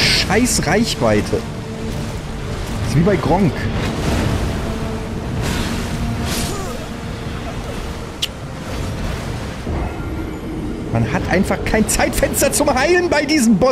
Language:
German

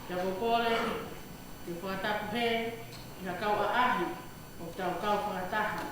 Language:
Tongan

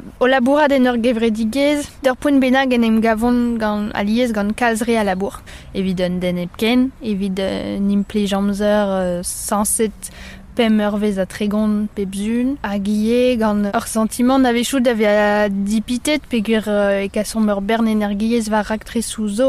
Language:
Breton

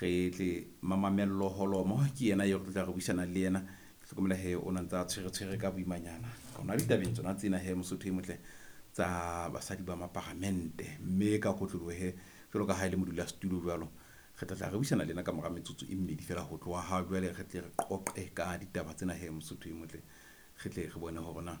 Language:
Southern Sotho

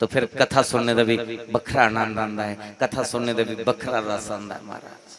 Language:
Dogri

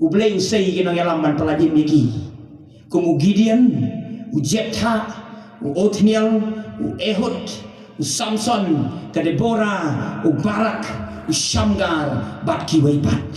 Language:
Khasi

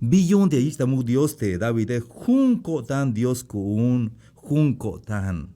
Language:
Tzeltal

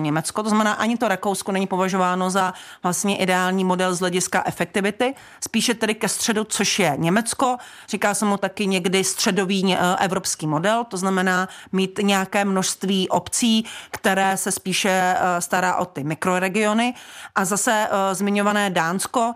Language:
Czech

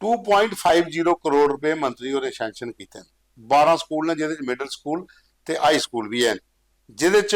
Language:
Dogri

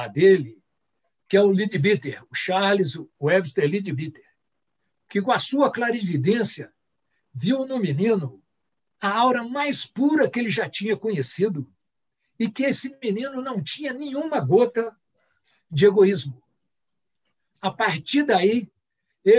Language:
Portuguese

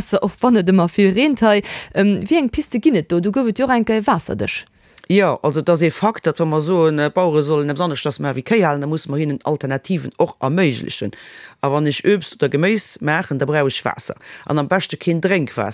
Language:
Luxembourgish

